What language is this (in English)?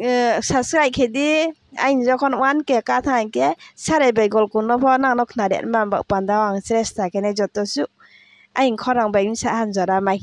Riang (India)